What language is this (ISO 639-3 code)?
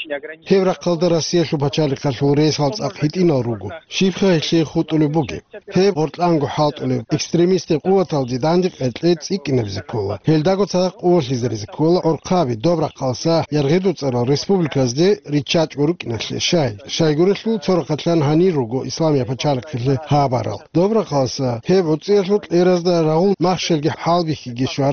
ava